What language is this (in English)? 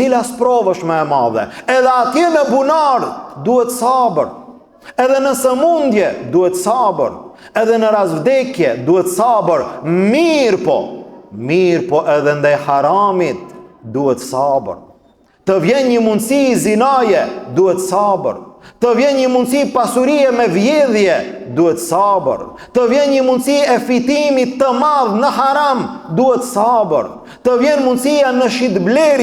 Albanian